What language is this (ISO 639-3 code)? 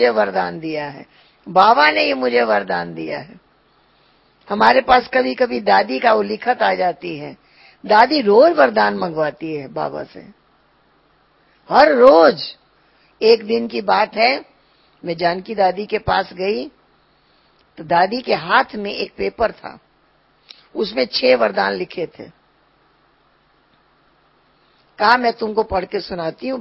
hin